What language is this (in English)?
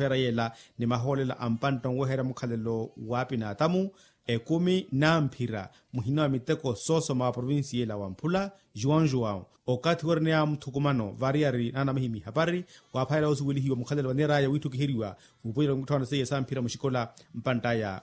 Makhuwa